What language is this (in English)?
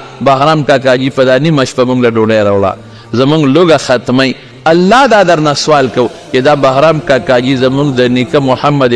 Pashto